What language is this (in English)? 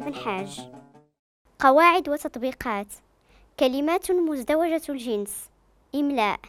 Moroccan Arabic